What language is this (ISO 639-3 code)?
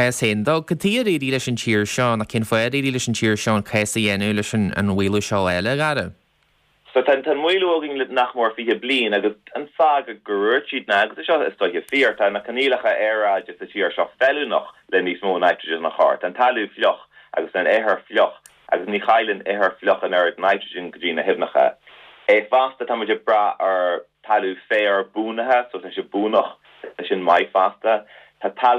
gle